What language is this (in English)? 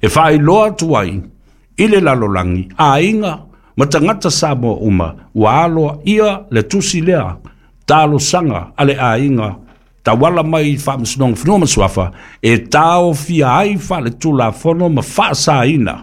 Samoan